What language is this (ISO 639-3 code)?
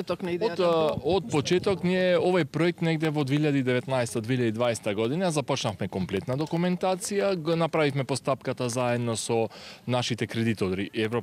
mkd